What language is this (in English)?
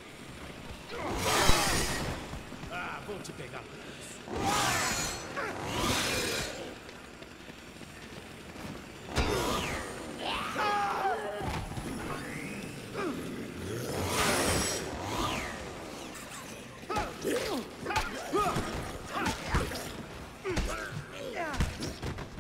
Portuguese